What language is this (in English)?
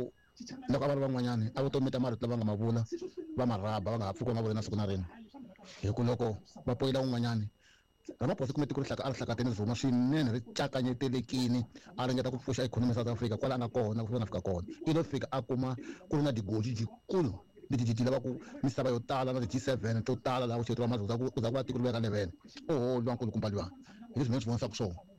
Tsonga